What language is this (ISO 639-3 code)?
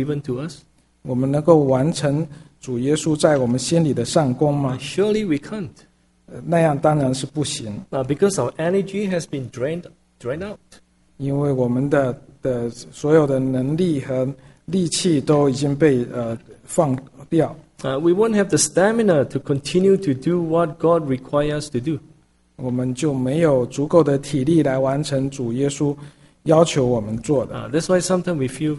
zho